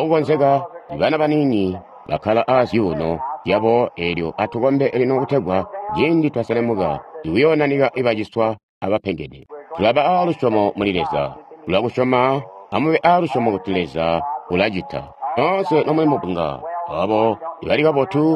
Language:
Tonga (Zambia)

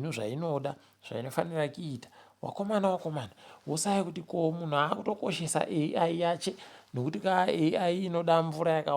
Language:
Ndau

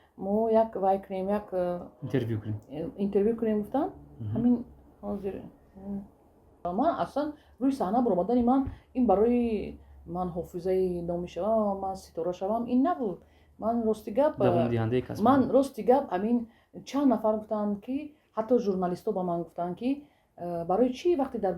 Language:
Tajik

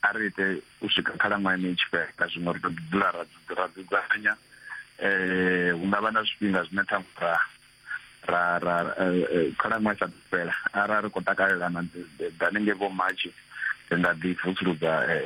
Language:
Venda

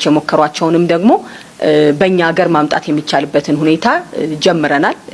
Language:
Amharic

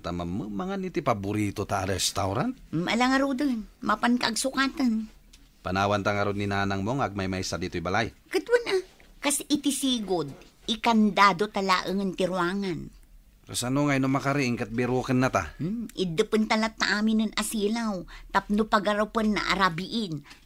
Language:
Iloko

